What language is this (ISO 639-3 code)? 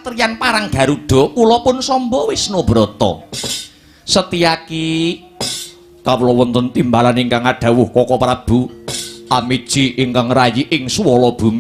jav